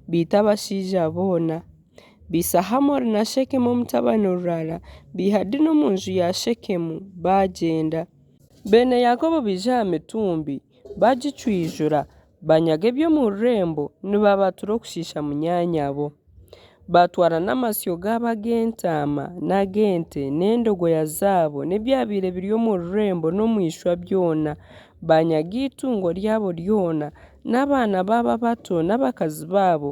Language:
Nyankole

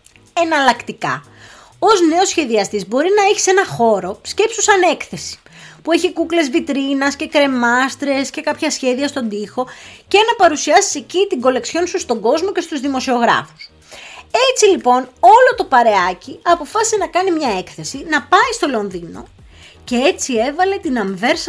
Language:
Greek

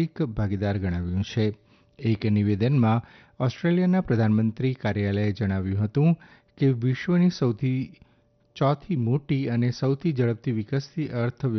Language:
Gujarati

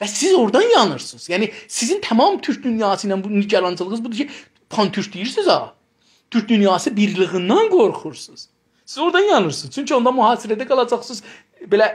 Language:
South Azerbaijani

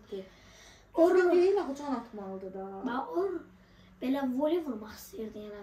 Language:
Azerbaijani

